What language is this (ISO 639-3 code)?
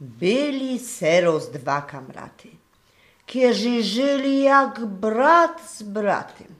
szl